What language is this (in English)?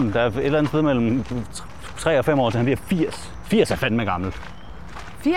Danish